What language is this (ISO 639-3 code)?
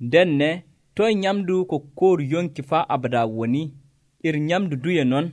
fuv